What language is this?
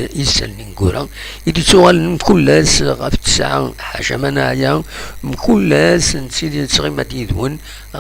Kabyle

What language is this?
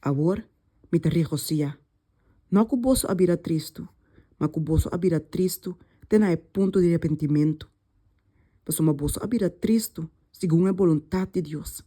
Papiamento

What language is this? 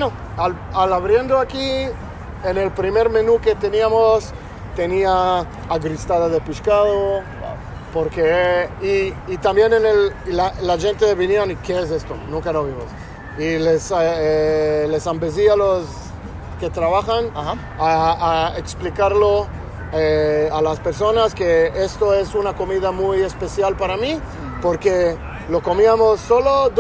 Ladino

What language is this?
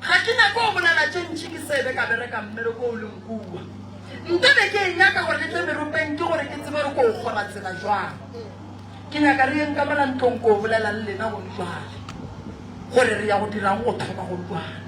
Northern Sotho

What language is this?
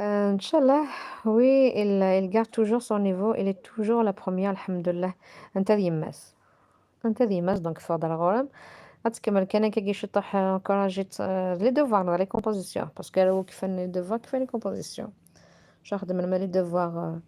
Kabyle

